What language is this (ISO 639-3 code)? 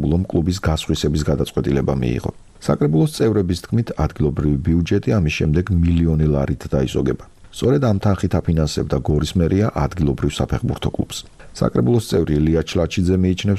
kat